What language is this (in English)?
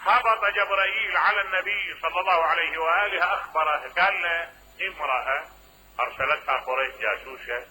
Mesopotamian Arabic